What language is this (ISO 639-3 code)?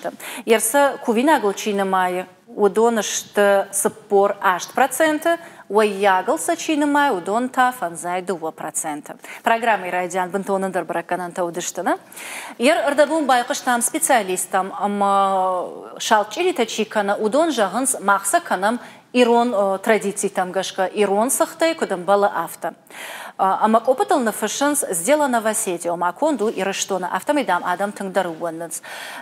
oss